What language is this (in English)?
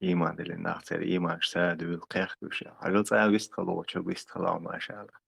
Chechen